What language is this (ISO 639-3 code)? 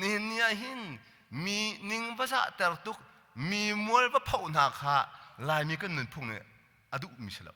cnh